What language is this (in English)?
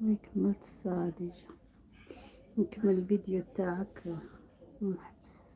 Algerian Arabic